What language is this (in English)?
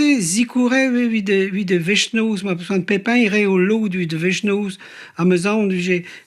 Breton